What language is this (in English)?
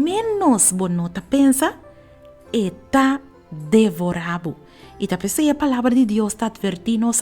Papiamento